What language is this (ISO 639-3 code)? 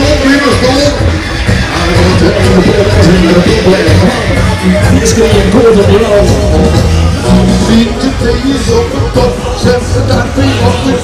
nld